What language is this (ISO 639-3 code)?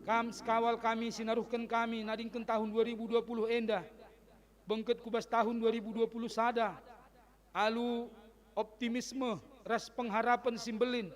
btx